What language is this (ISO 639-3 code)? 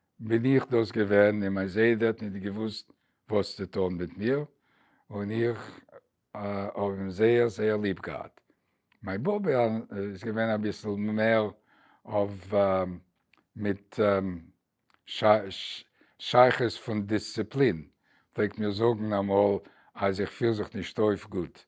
yid